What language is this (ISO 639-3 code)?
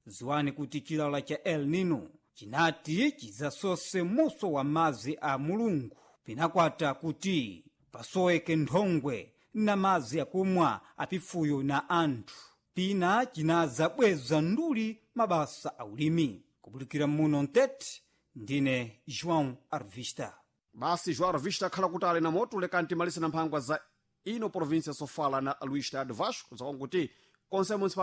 seh